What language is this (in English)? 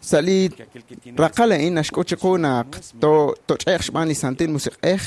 Kekchí